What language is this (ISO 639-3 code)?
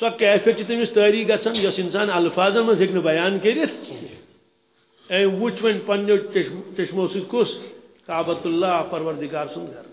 kas